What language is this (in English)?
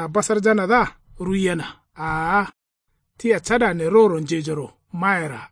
Kanuri